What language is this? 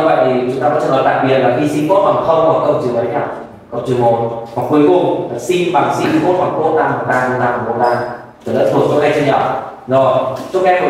Vietnamese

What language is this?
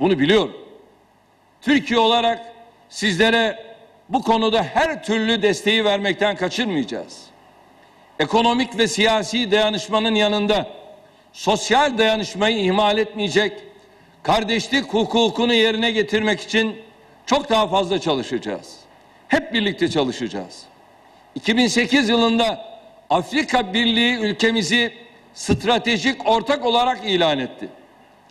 Turkish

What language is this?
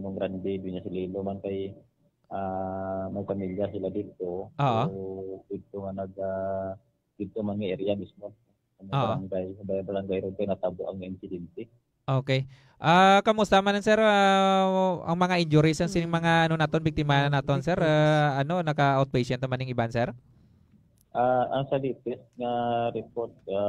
Hiligaynon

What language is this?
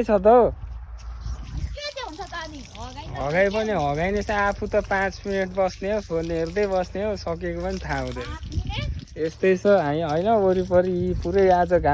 Nepali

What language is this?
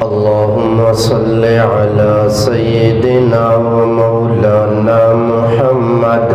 Eastern Balochi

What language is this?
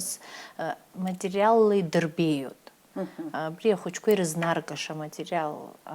Abkhazian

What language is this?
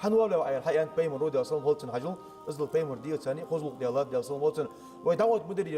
Ingush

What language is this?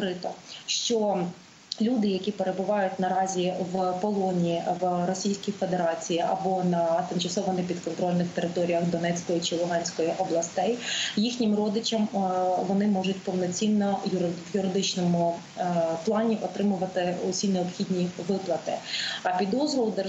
Ukrainian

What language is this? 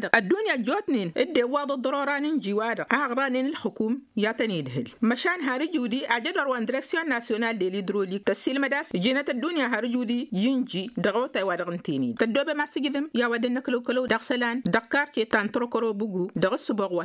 Tamasheq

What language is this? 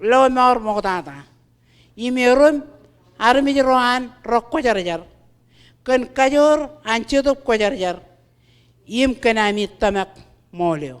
Marshallese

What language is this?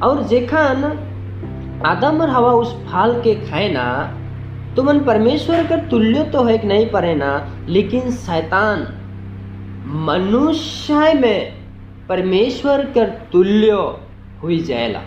Sadri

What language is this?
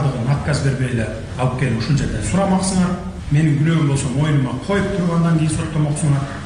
Kyrgyz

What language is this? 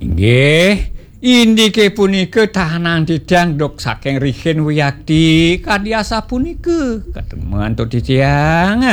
Balinese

